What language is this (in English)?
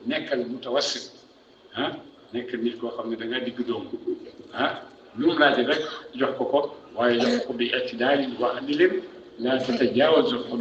Wolof